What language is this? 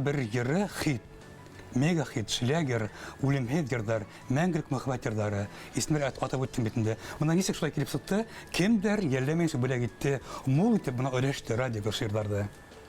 Bashkir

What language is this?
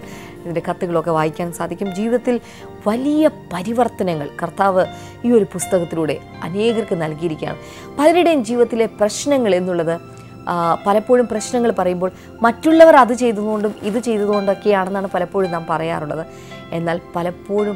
Malayalam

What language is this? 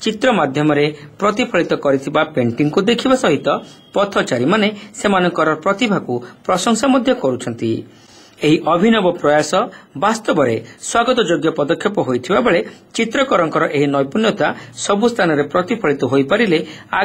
Odia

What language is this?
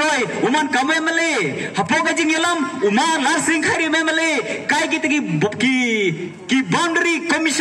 Pnar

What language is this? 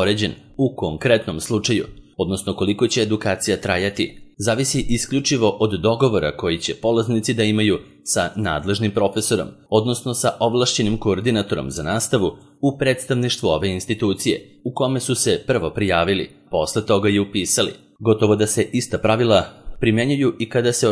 Serbian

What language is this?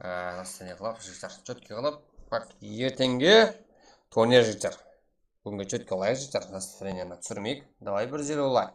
Kara-Kalpak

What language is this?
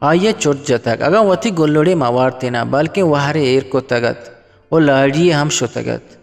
Eastern Balochi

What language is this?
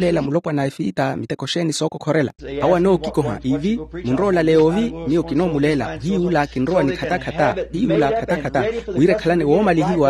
Makhuwa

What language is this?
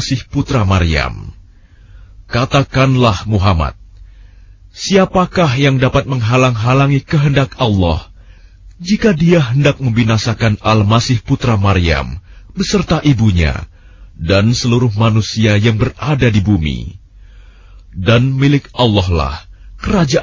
Indonesian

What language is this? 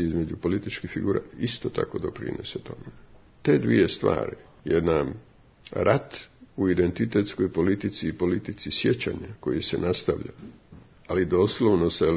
Croatian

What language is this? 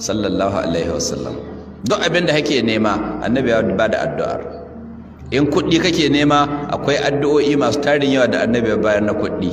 Hausa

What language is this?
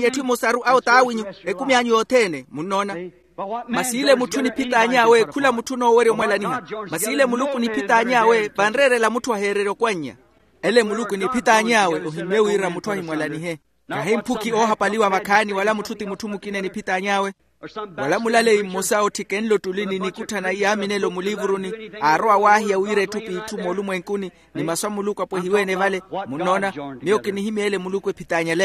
Makhuwa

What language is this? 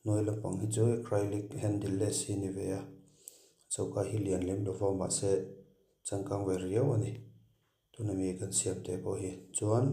Mizo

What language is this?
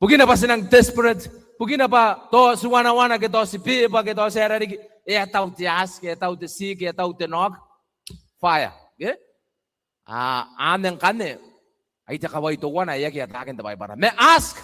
Gilbertese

